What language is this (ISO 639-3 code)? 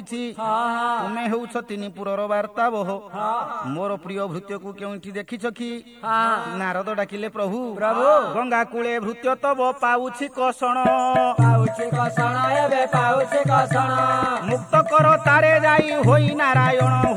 ori